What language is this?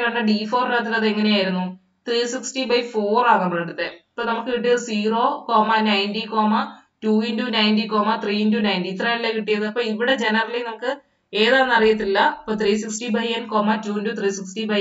Malayalam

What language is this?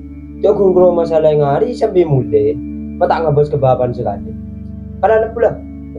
Madurese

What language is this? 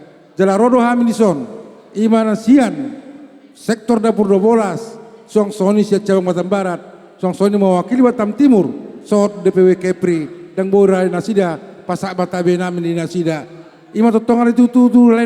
Batak Toba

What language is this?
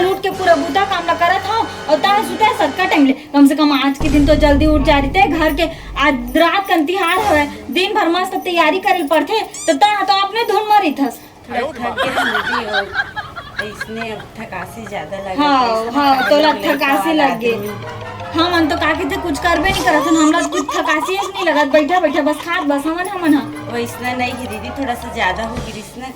Chhattisgarhi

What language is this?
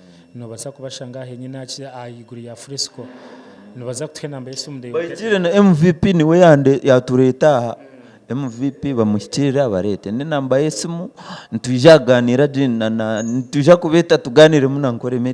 Nyankole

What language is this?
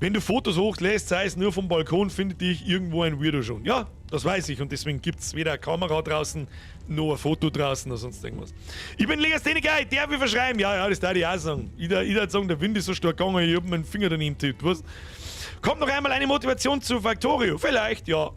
Bavarian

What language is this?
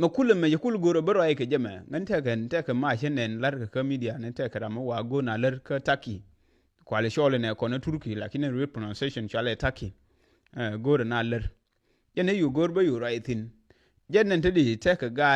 Nuer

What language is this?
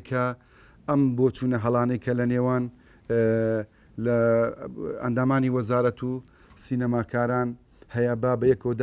Central Kurdish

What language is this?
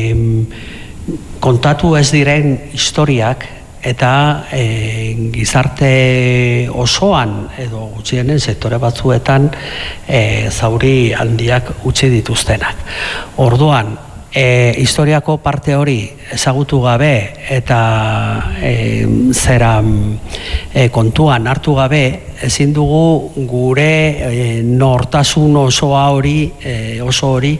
Basque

